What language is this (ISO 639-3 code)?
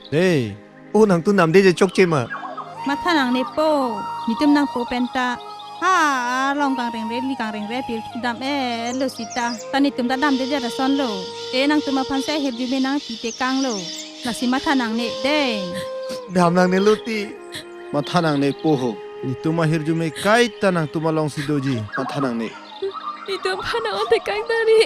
mjw